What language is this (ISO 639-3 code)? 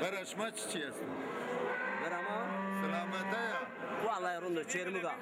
zza